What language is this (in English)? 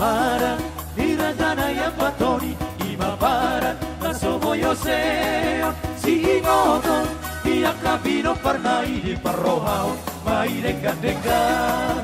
Batak Toba